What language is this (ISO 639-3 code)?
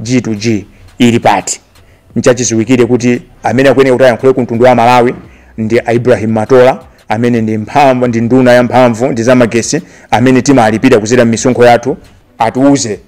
nya